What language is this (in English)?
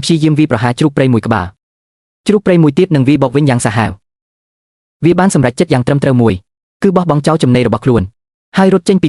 Khmer